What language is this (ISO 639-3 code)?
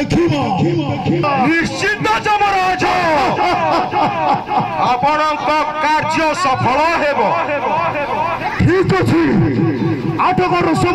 ori